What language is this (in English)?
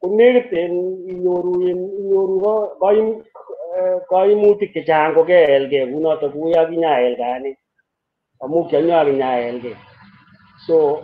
Kalenjin